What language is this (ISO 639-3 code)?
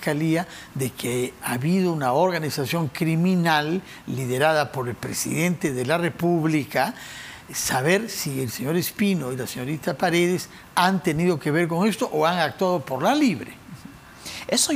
spa